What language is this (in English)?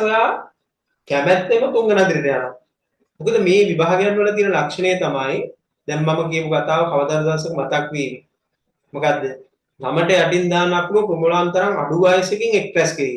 Sinhala